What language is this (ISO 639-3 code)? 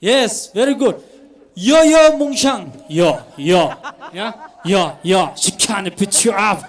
nmf